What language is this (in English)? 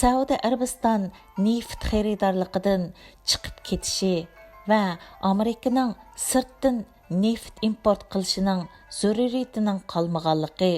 Uyghur